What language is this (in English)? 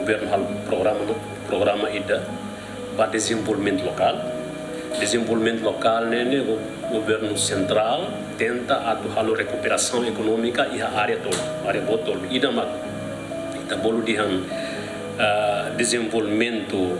Tetum